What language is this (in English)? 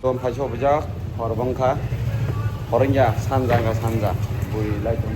Kok Borok